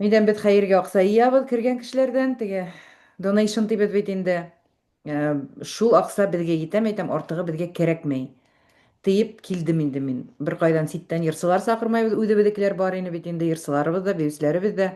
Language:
Bashkir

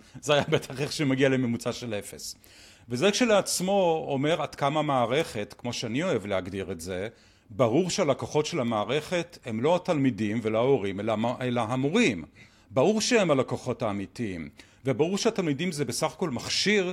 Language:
Hebrew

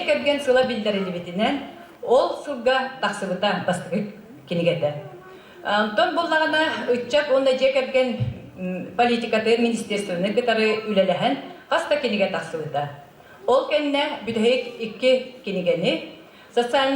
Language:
Yakut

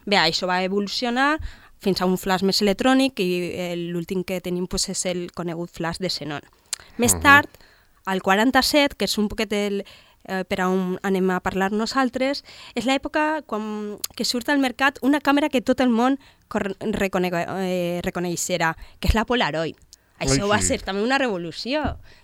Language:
Catalan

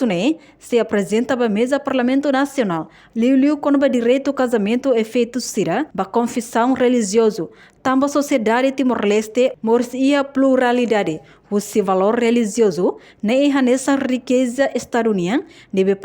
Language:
Tetum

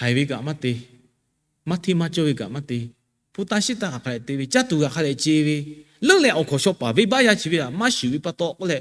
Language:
Lahu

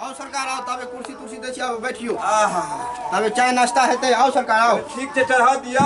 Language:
Maithili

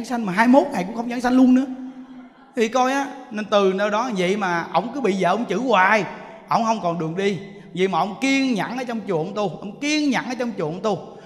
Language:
Vietnamese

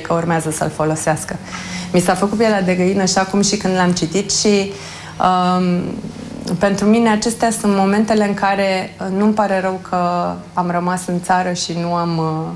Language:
Romanian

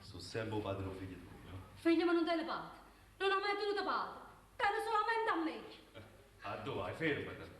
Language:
Neapolitan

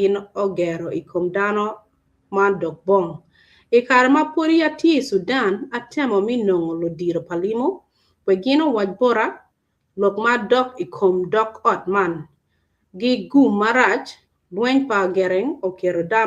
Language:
Acoli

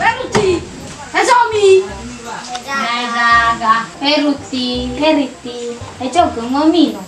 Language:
Nias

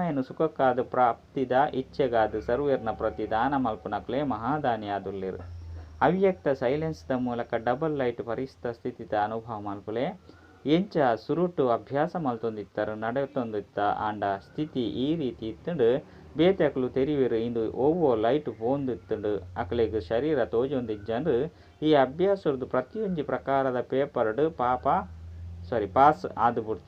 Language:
Tulu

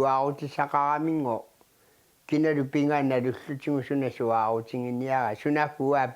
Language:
Kalaallisut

